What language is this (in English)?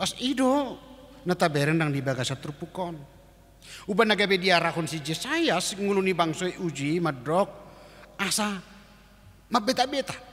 Batak Toba